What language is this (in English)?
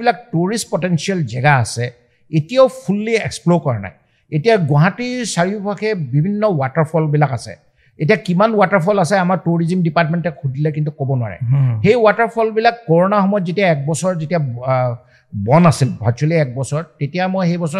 Assamese